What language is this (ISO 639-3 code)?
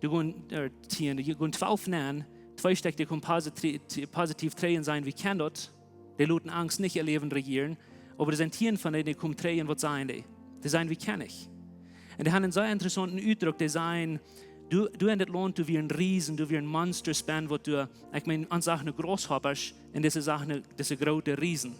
pdt